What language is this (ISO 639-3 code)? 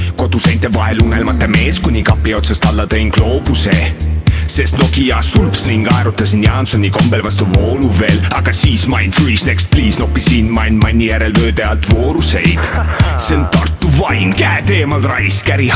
est